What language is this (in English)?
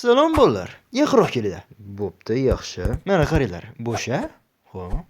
Uzbek